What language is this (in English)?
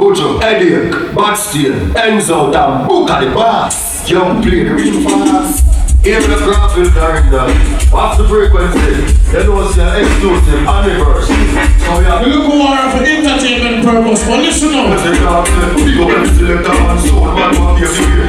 Jamaican Creole English